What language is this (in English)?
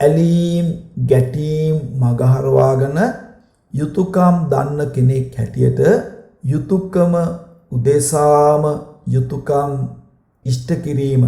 Sinhala